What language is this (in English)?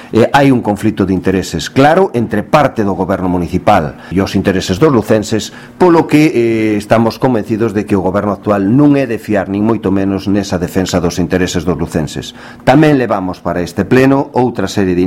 Galician